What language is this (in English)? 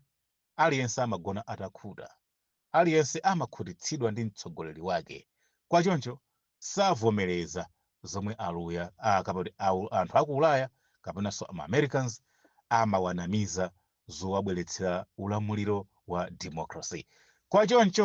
Nyanja